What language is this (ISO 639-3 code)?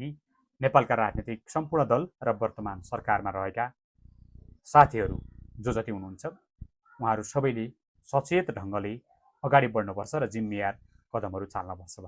nep